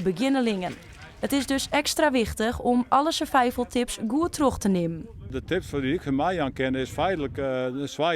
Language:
Western Frisian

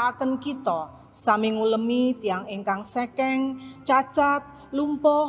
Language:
Javanese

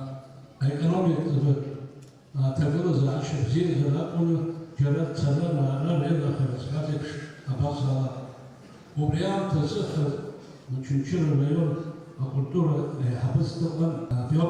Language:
Abkhazian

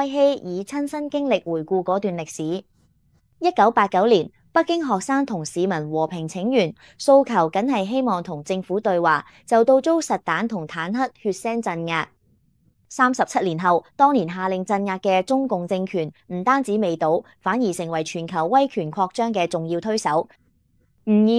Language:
Cantonese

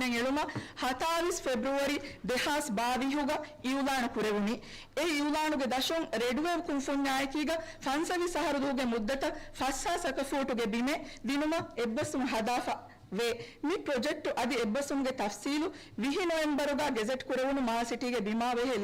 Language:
Divehi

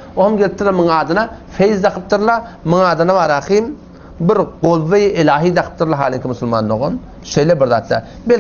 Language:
Turkmen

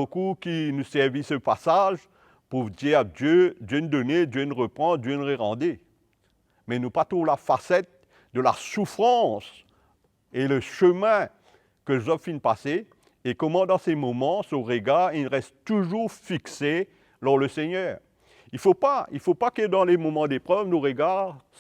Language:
Morisyen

